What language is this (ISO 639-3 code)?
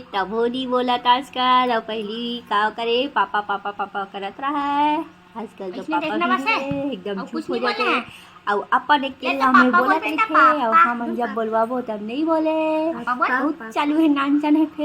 hne